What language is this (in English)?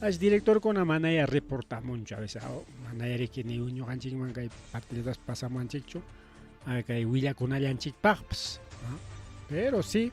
Ayacucho Quechua